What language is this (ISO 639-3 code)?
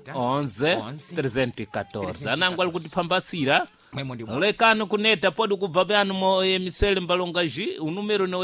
seh